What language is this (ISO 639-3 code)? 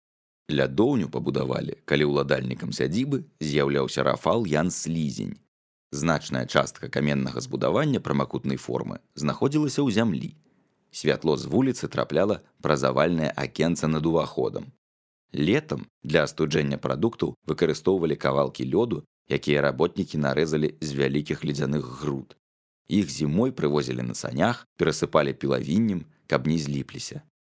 bel